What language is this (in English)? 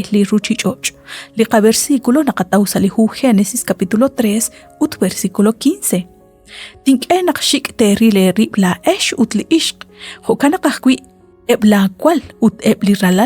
Kekchí